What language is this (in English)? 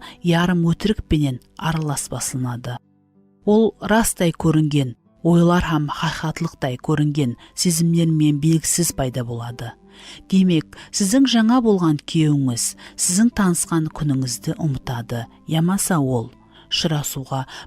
Kara-Kalpak